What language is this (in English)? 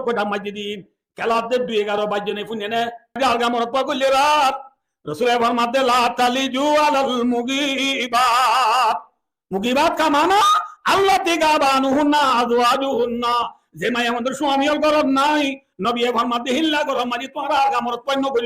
Rohingya